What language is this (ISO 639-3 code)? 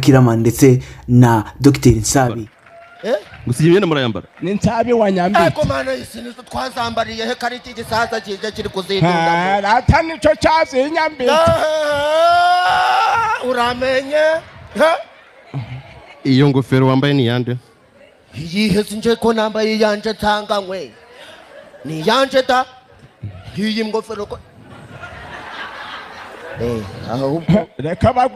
kin